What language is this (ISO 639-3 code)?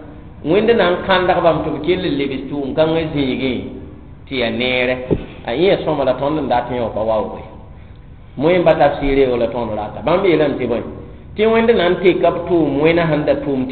mos